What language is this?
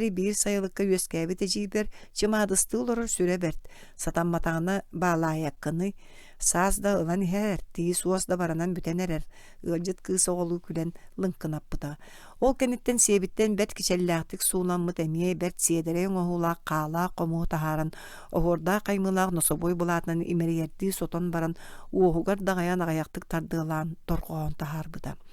Yakut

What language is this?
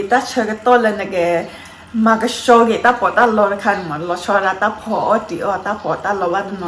S'gaw Karen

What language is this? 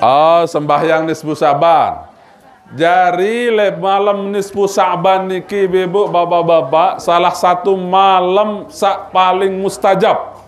Sasak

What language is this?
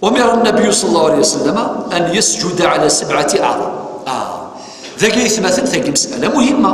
Kabyle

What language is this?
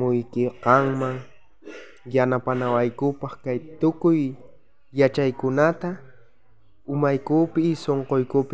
South Bolivian Quechua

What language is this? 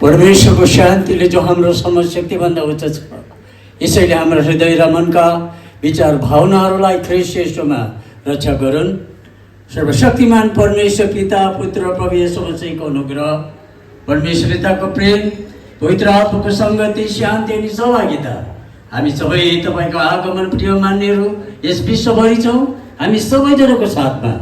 Nepali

